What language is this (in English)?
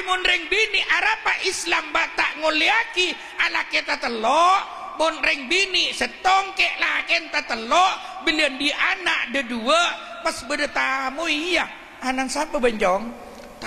Madurese